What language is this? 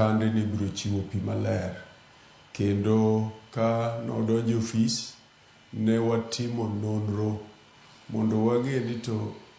Luo (Kenya and Tanzania)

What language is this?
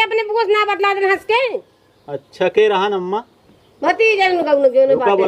Awadhi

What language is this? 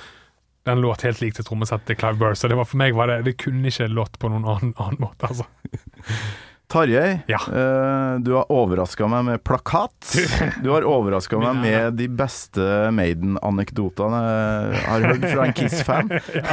Norwegian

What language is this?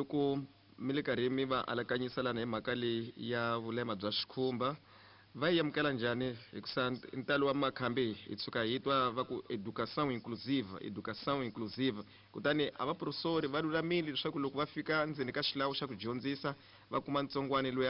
Tsonga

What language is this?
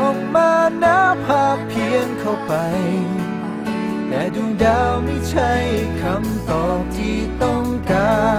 Thai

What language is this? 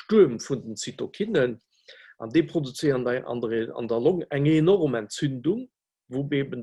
Luxembourgish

